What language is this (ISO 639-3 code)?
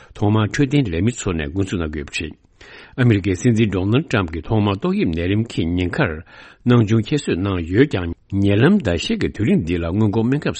bod